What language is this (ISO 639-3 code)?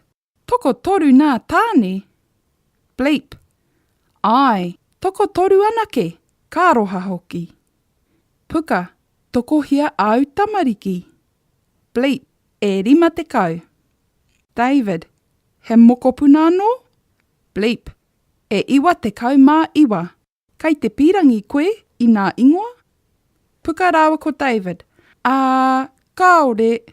mri